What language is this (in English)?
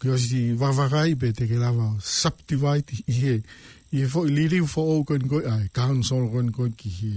Tongan